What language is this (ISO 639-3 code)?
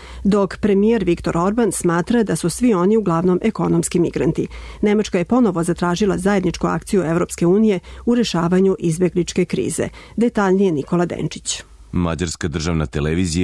srp